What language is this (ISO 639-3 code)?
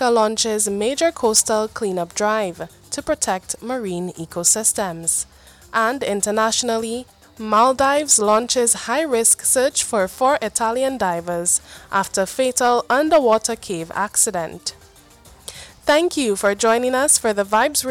eng